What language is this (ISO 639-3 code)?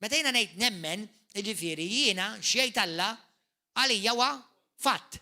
mlt